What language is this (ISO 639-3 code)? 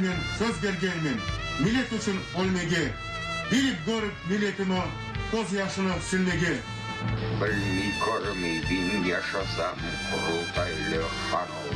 crh